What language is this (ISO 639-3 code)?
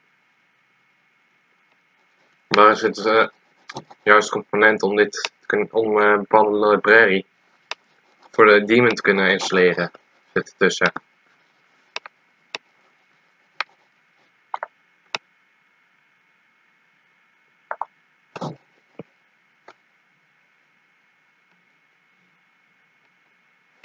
nld